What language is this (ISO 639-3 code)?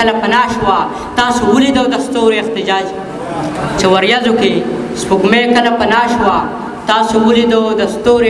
pus